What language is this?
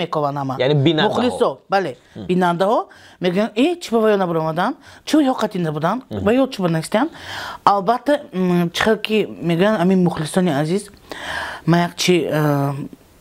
Tajik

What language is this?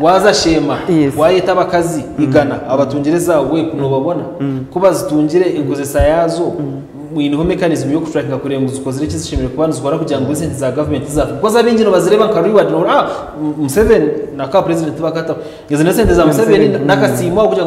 Nyankole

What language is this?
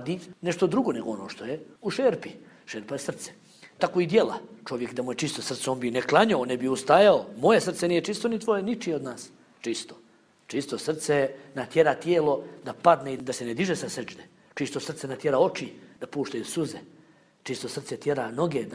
Bosnian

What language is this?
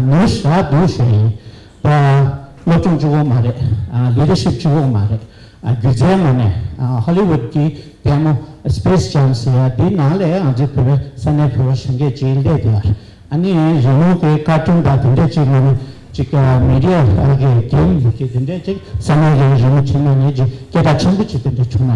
Tibetan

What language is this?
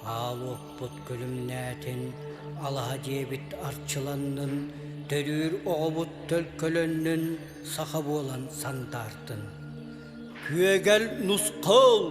Yakut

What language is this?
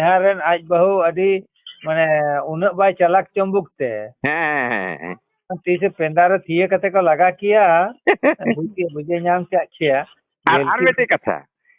Santali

